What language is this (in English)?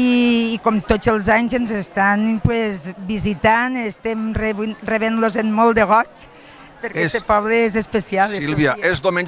Catalan